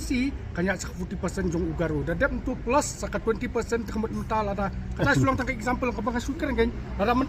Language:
Khasi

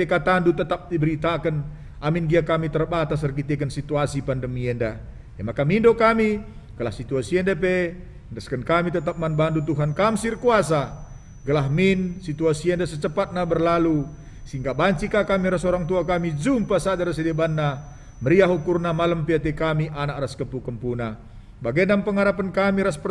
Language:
Batak Karo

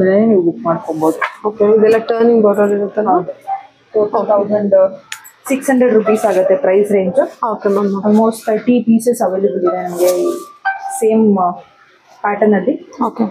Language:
Kannada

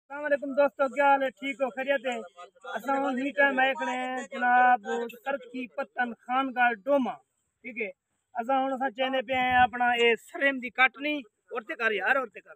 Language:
Saraiki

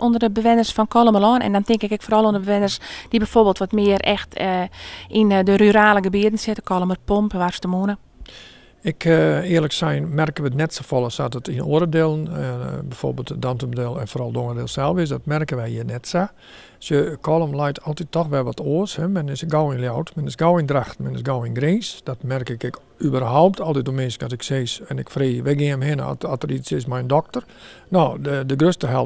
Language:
Western Frisian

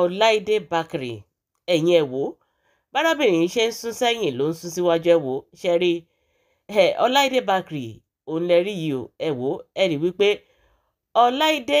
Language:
Yoruba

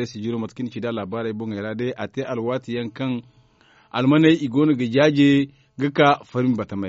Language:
Zarma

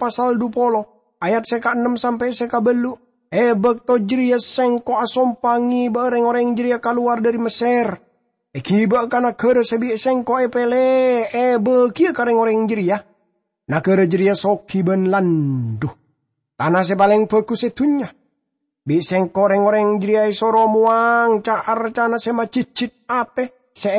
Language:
Madurese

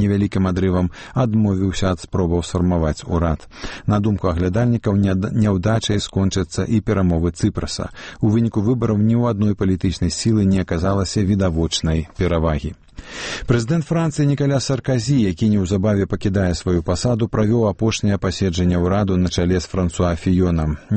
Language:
Belarusian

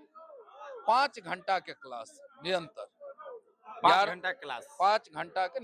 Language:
Maithili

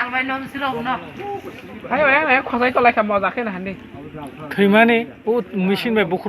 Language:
Kok Borok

